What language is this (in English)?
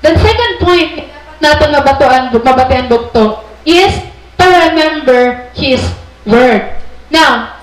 Waray